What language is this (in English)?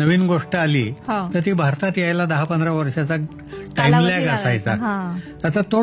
Marathi